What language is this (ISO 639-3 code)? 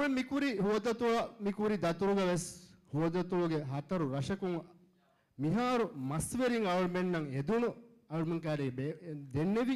div